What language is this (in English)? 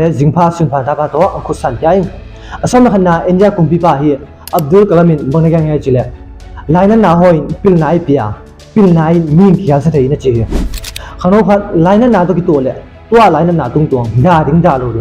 Tedim Chin